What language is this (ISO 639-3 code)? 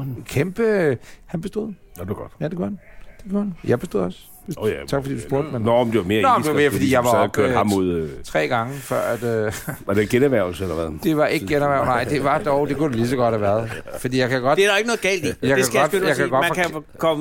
dan